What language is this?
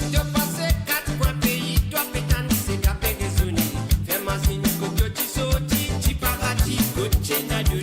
Morisyen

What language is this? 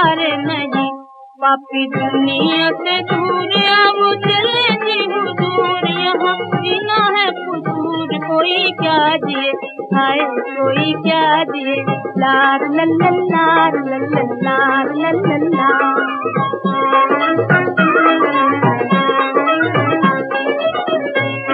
Hindi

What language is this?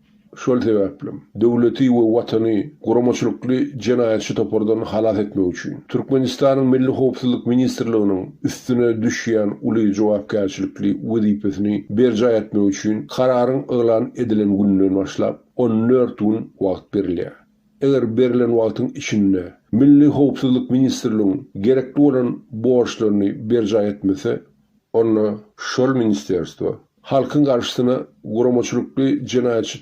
Turkmen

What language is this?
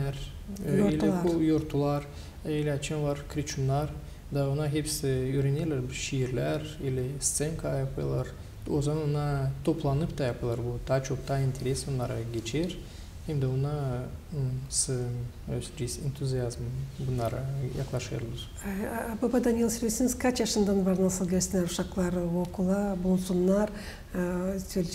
Gagauz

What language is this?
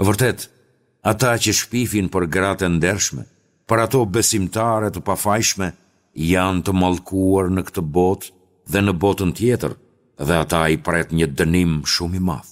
Albanian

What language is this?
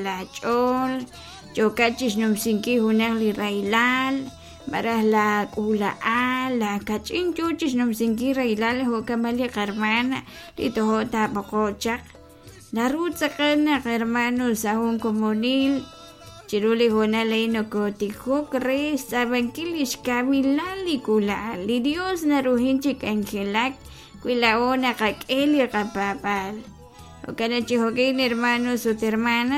Kekchí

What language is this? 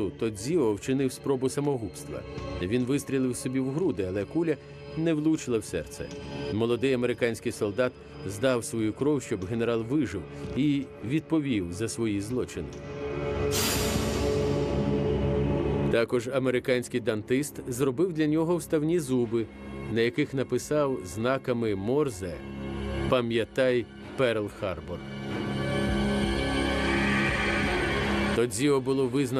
Ukrainian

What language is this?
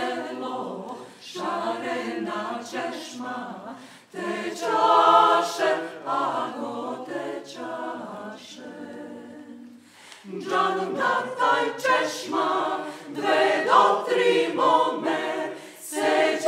Serbian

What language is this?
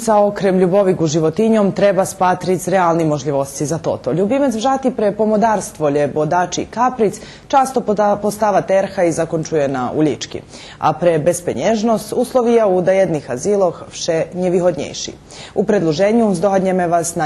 Rusyn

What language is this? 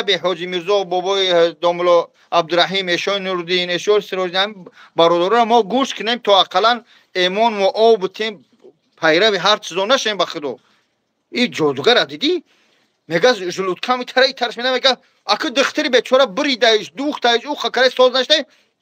Tajik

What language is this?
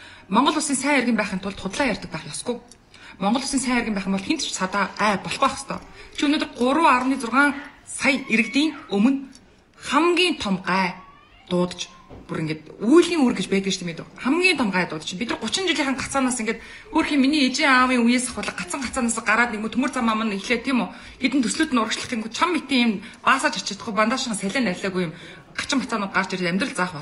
Mongolian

